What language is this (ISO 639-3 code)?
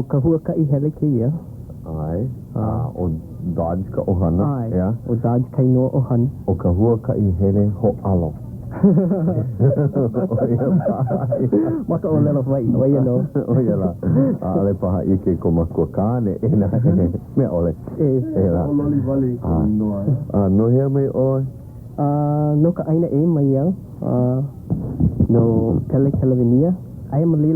haw